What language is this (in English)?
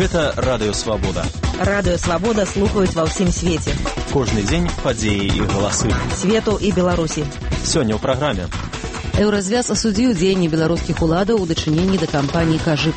Belarusian